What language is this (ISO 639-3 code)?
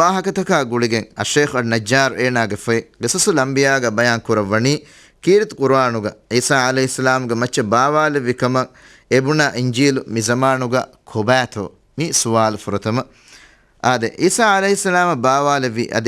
div